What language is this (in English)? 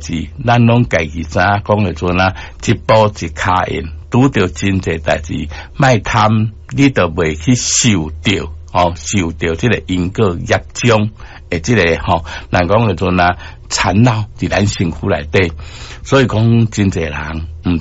Min Nan Chinese